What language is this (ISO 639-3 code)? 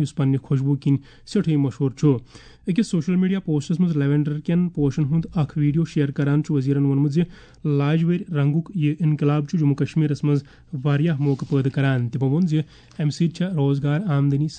kas